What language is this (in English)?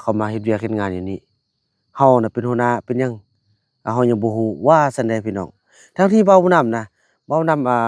Lao